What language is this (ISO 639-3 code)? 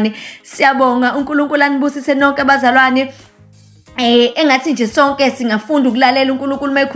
zul